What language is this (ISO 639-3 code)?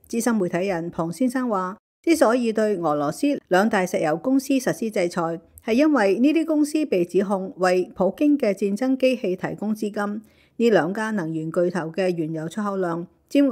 yue